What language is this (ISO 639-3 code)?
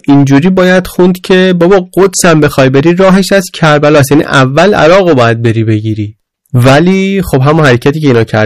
fas